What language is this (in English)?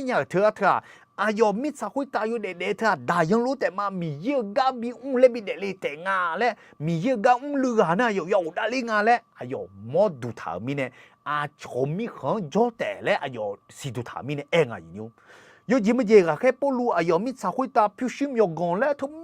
Akha